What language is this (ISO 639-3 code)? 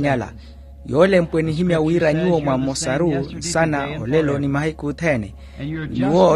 vmw